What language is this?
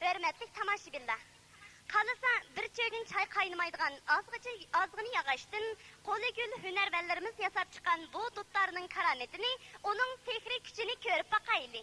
Uyghur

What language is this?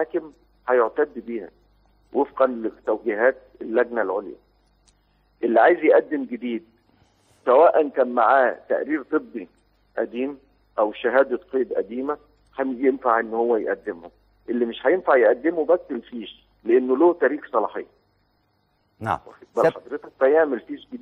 Egyptian Arabic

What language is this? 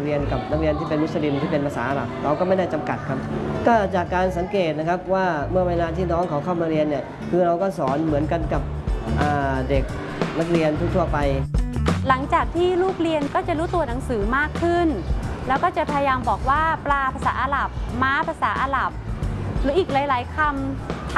Thai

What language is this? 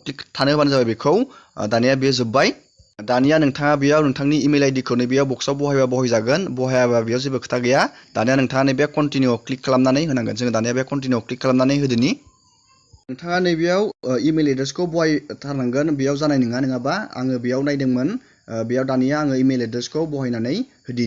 Bodo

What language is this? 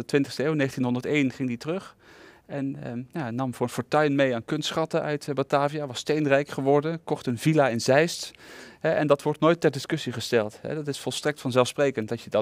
Dutch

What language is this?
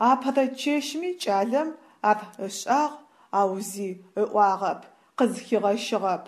Adyghe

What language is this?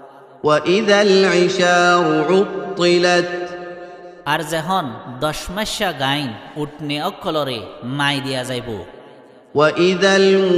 Rohingya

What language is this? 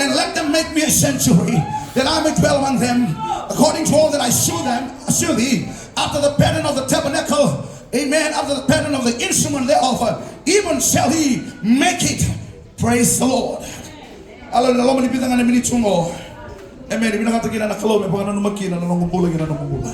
Fijian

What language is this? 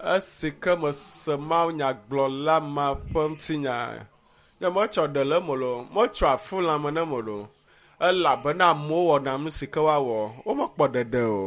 Ewe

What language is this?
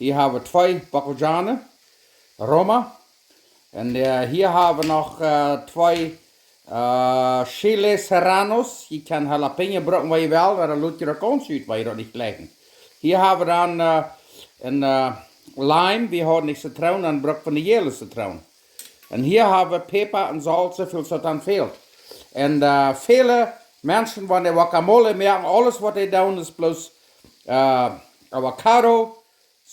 Plautdietsch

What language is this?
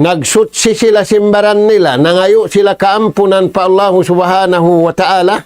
Tausug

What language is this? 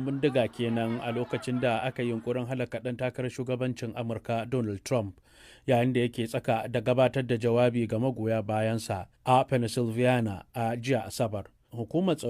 Hausa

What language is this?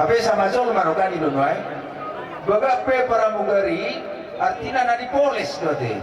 Batak Toba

